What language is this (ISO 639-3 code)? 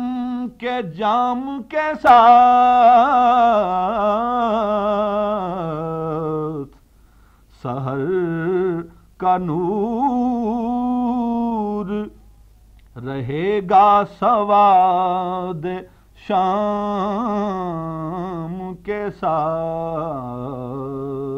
urd